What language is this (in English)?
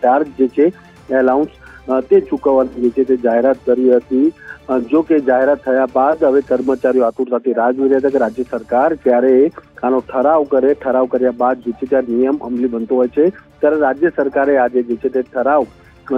Gujarati